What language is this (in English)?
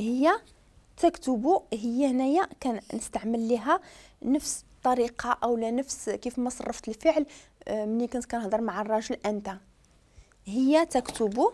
Moroccan Arabic